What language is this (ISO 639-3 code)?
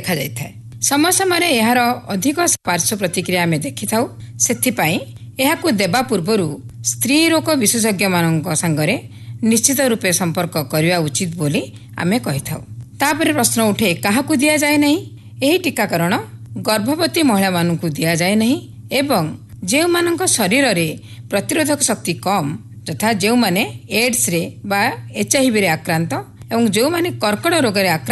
ori